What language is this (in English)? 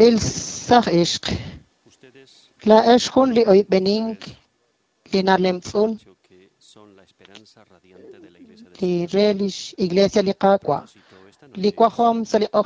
Kekchí